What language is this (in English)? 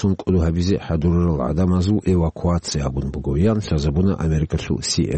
Avaric